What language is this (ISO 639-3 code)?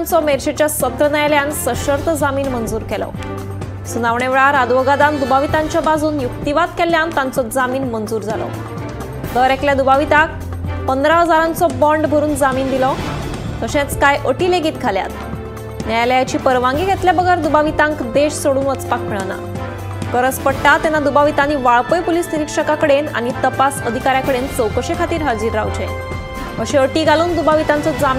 kok